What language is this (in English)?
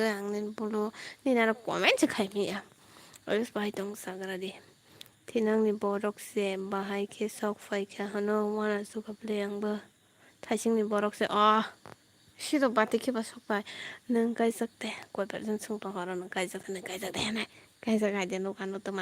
Kok Borok